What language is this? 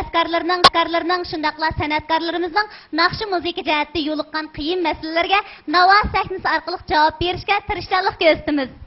Uyghur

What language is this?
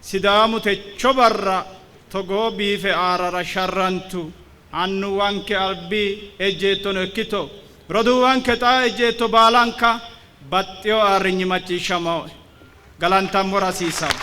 Sidamo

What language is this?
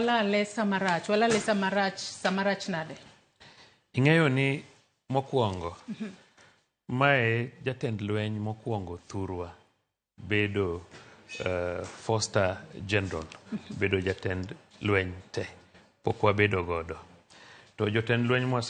Luo (Kenya and Tanzania)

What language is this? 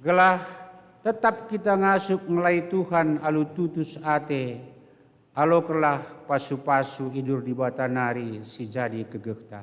Batak Karo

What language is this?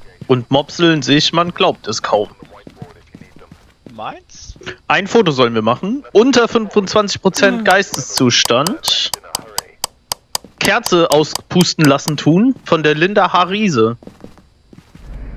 German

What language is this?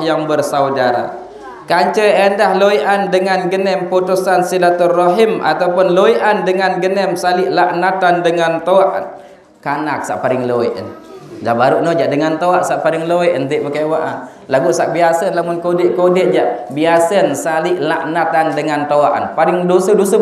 Sasak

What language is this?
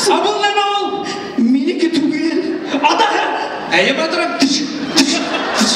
Bashkir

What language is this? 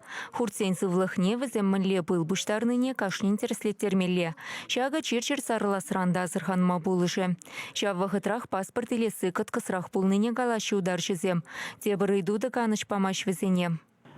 Chuvash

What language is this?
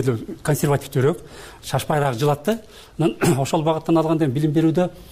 Kyrgyz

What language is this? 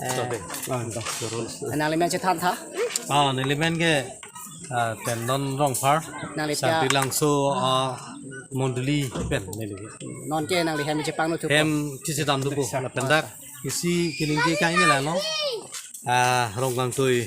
Karbi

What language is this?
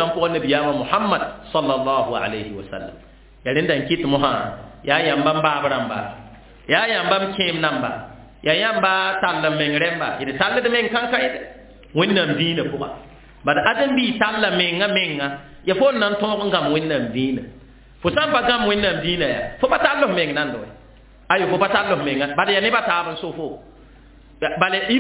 Mossi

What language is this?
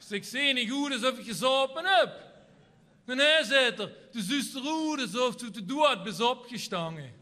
Limburgish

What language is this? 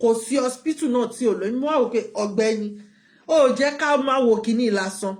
Yoruba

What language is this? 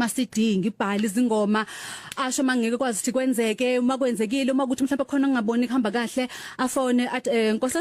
Zulu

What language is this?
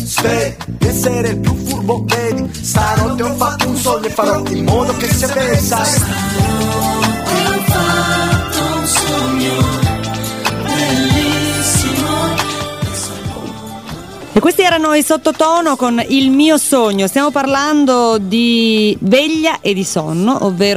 Italian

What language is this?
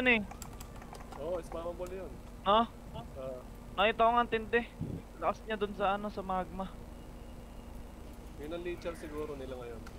Filipino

